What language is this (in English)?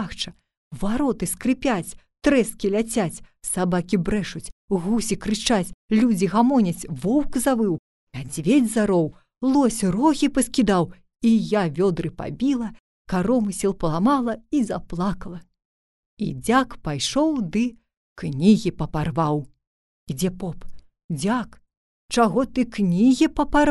Belarusian